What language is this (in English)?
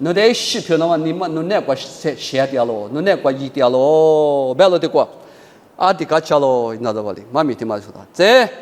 Lisu